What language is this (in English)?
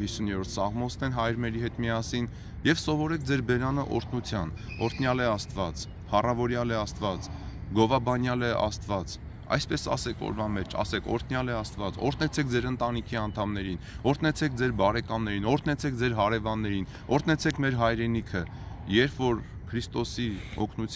Armenian